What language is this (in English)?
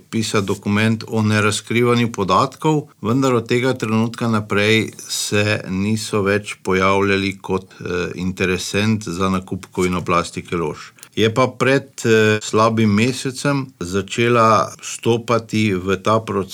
Slovenian